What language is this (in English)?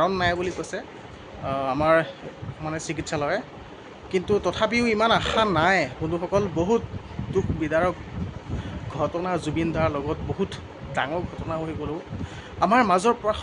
Assamese